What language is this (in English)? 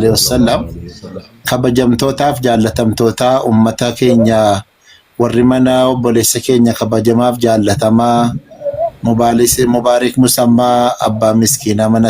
Oromo